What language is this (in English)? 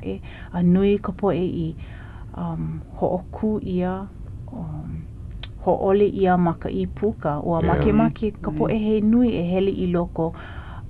Hawaiian